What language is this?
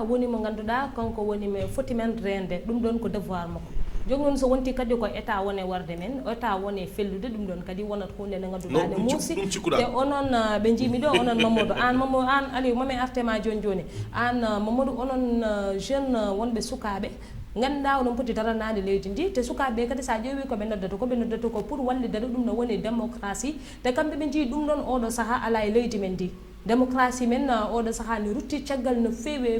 Fula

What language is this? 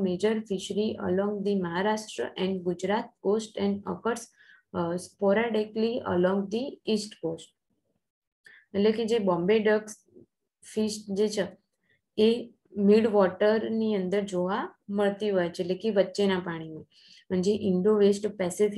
Gujarati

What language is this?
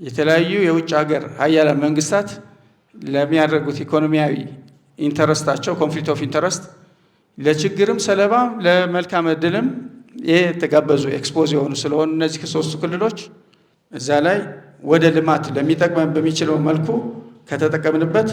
Amharic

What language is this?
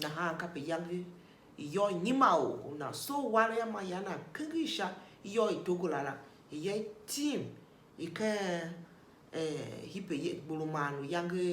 Tiv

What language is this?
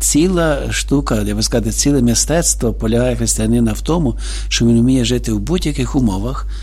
Ukrainian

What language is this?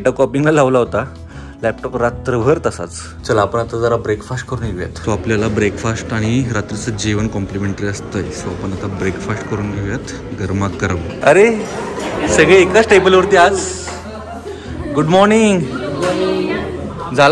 Marathi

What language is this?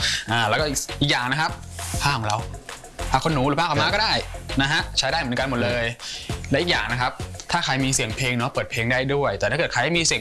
Thai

